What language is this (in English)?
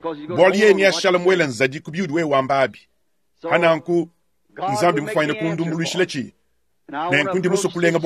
Luba-Lulua